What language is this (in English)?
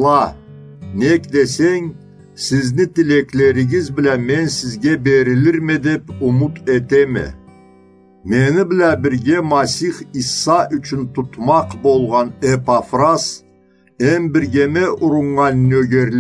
Karachay-Balkar